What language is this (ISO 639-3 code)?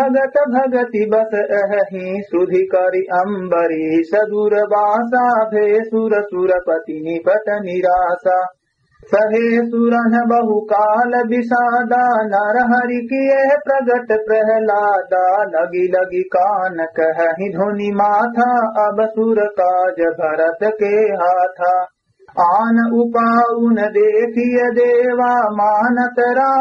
awa